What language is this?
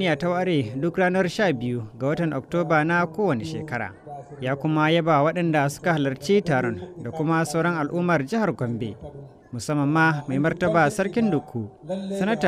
Hausa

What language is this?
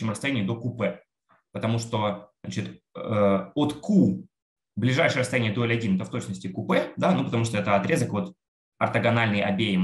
Russian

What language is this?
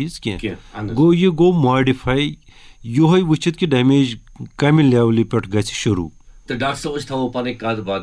Kashmiri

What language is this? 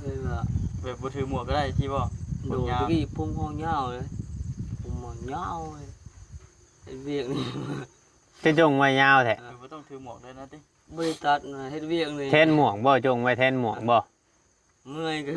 Northeastern Thai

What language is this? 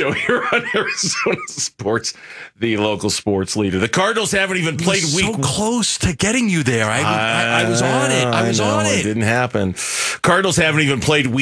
English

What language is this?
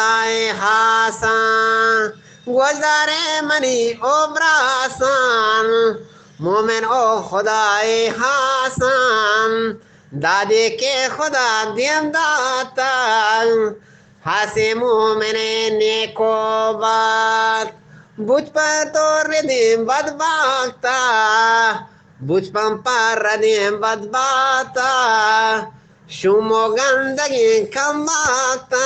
Eastern Balochi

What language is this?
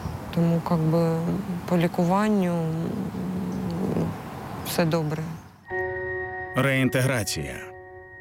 Ukrainian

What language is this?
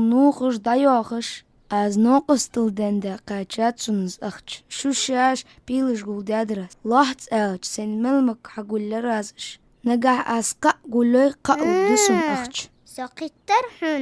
Ingush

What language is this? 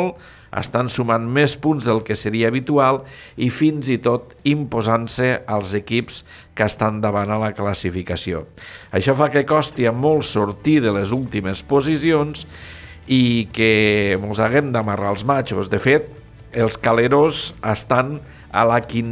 Catalan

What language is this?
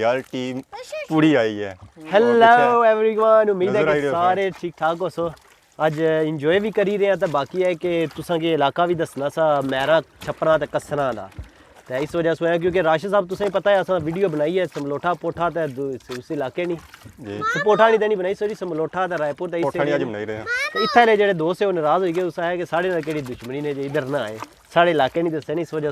Pahari-Potwari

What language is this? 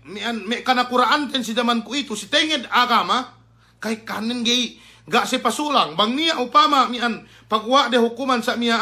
Yakan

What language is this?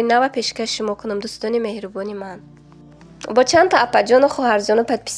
Tajik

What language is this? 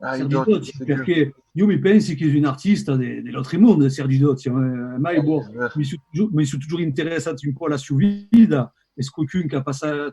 Occitan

